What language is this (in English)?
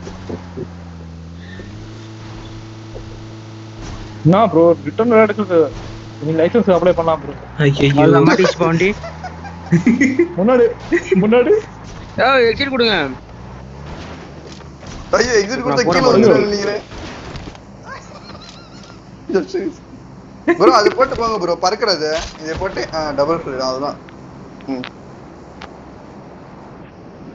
Tamil